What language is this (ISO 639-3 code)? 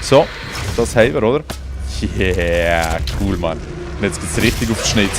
gsw